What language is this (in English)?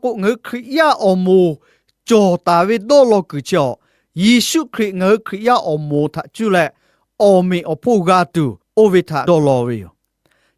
Lahu